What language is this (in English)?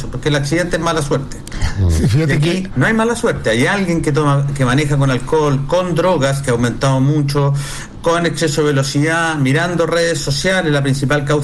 Spanish